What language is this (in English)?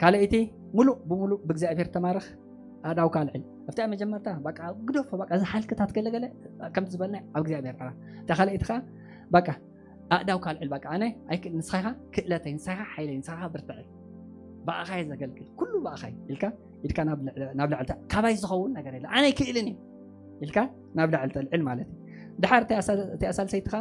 Tigrinya